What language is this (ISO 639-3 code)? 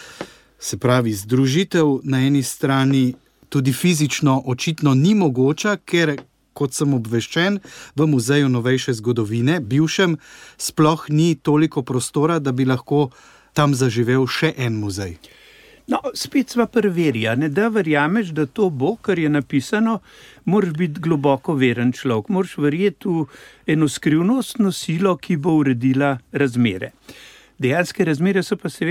slv